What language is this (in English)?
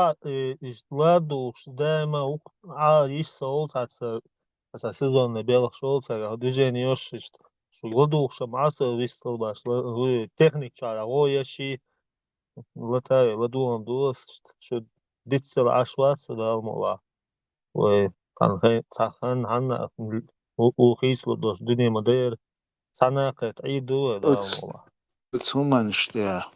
Chechen